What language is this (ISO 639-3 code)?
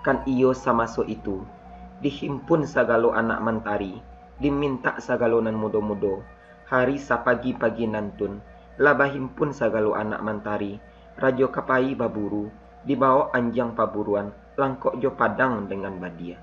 min